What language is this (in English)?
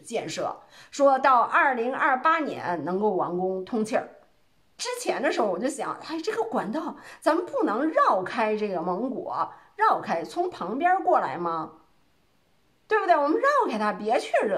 Chinese